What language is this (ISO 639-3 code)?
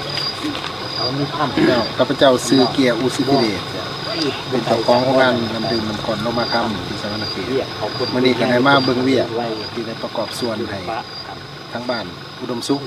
lao